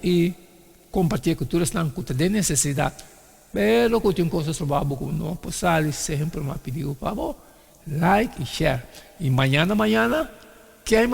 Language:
Papiamento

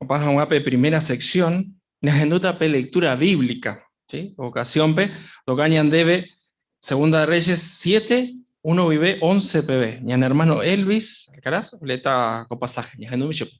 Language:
Guarani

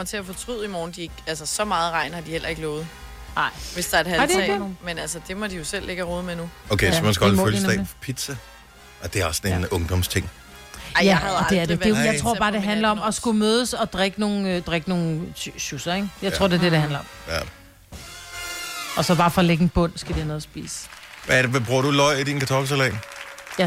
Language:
Danish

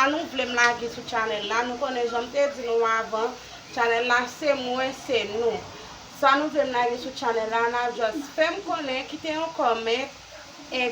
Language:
Haitian Creole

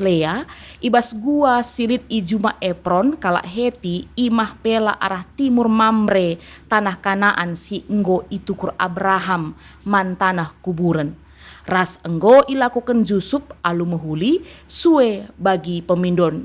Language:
Batak Karo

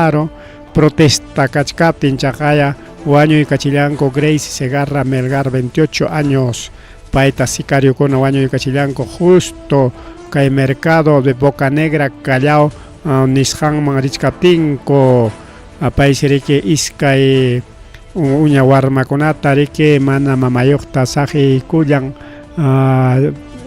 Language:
Ayacucho Quechua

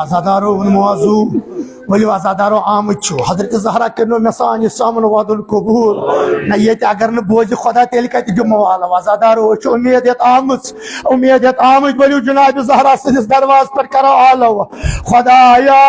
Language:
Kashmiri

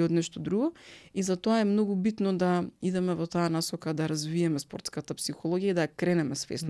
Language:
Macedonian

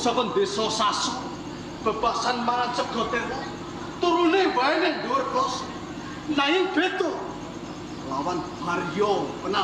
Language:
Javanese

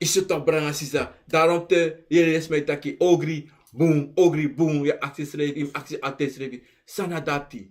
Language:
Sranan Tongo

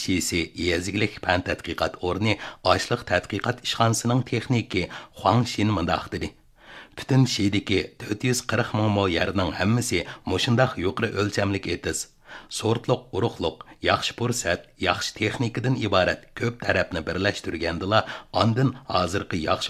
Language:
Uyghur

